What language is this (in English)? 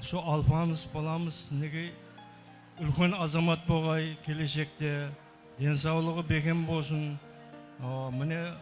Kara-Kalpak